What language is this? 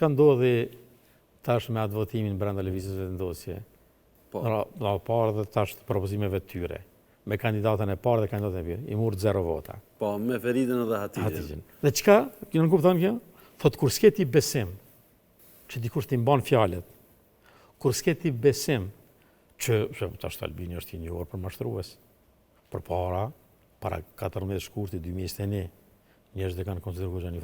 Albanian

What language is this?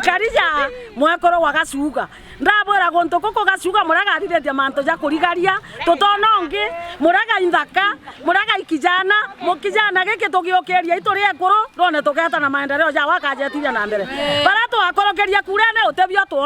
Meru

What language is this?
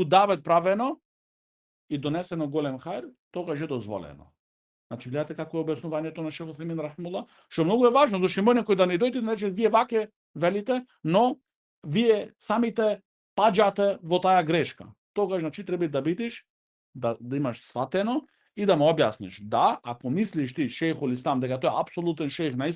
Macedonian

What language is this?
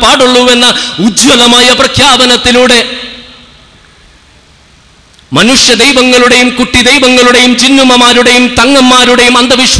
Malayalam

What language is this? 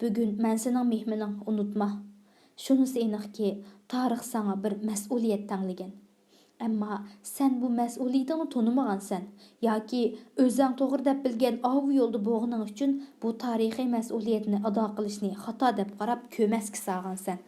Uyghur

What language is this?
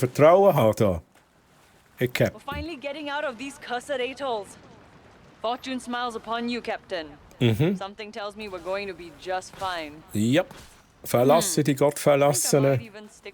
Swiss German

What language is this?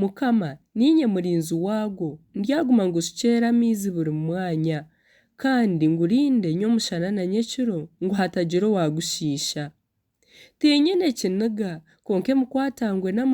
Nyankole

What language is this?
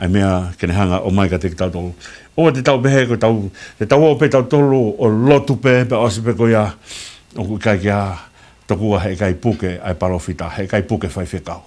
Tongan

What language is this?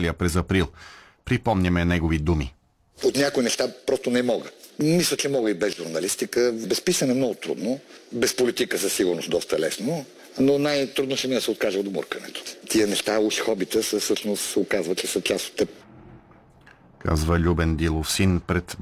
Bulgarian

